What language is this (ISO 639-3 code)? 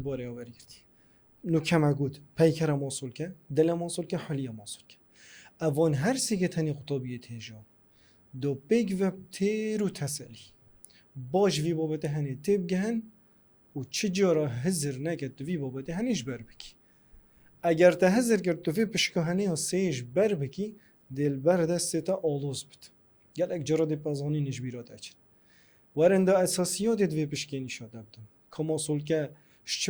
kur